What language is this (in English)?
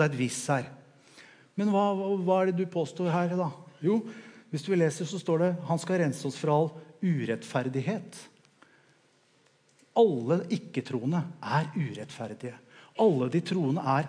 Norwegian